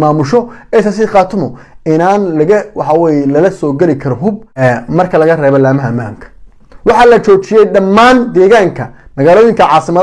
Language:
Somali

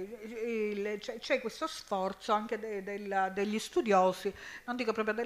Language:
Italian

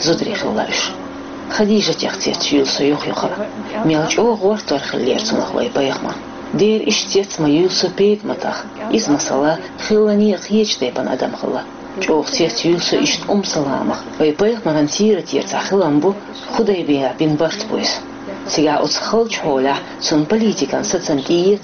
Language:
Chechen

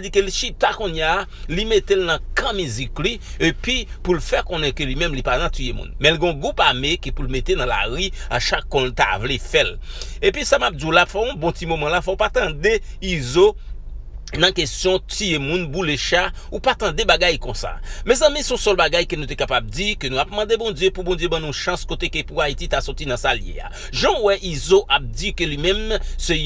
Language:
Haitian Creole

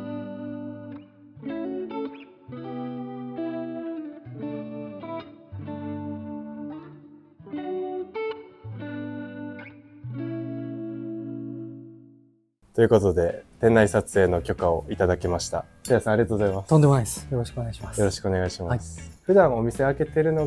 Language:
Japanese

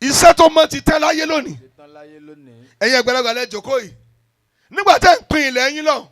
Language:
Yoruba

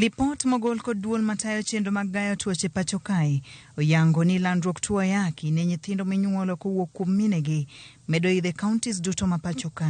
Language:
Luo (Kenya and Tanzania)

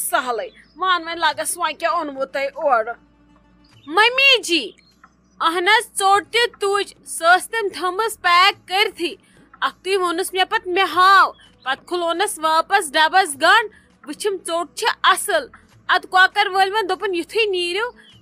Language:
Kashmiri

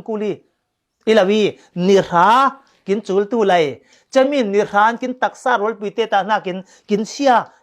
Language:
Falam Chin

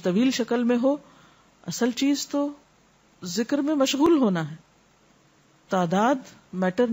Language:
Urdu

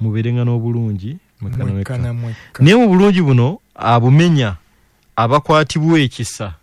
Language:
Ganda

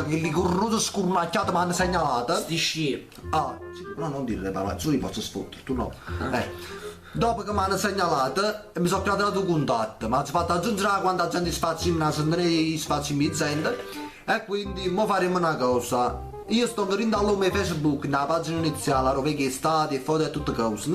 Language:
Neapolitan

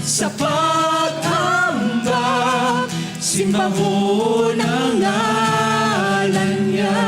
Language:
Hiligaynon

